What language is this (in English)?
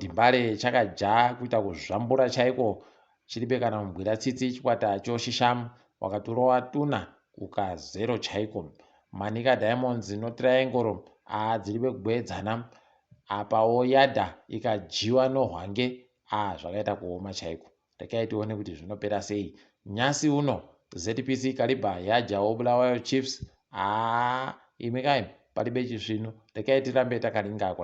Ndau